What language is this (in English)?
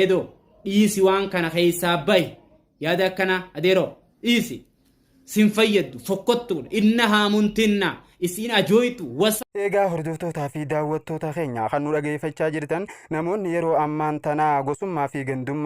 Oromo